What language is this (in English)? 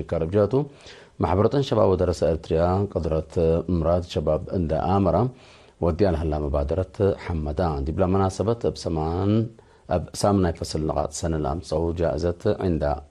Tigre